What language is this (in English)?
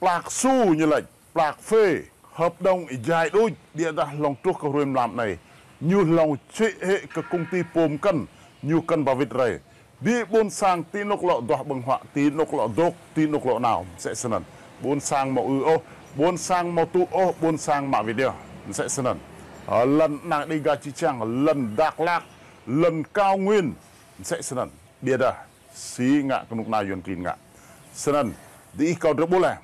Rade